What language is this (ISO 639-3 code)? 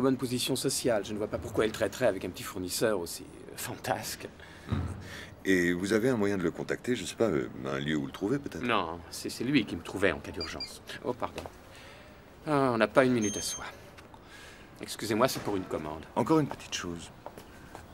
fra